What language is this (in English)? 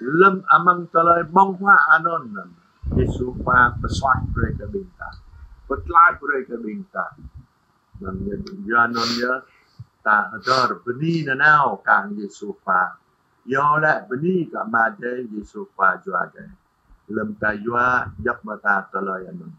Jarai